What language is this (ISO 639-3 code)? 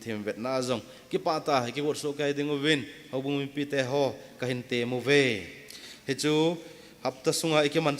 tcz